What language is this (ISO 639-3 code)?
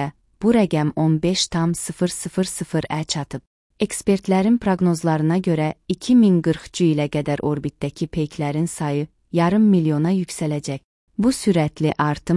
aze